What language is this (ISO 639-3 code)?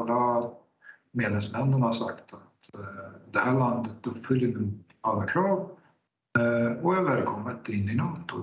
swe